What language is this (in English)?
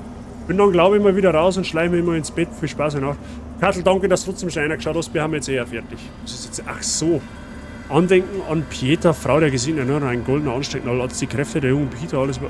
Bavarian